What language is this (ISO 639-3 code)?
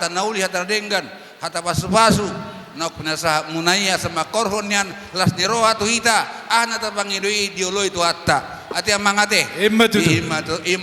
bbc